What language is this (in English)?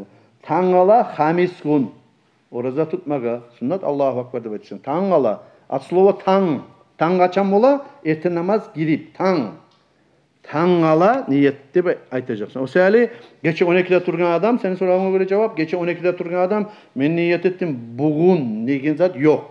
Kumyk